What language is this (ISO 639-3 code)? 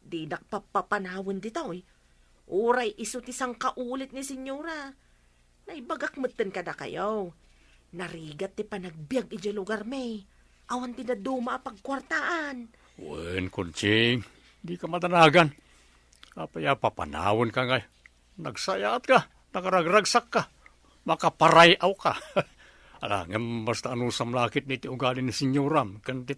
ilo